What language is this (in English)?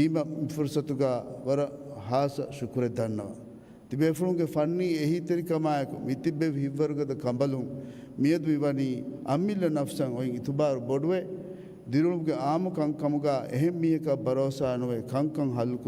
Divehi